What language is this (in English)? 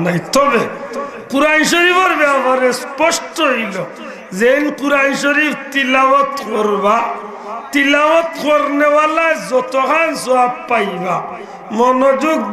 Sylheti